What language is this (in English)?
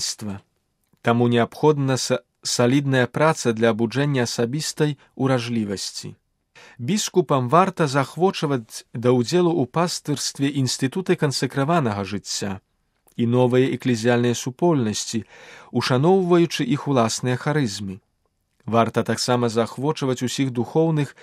Belarusian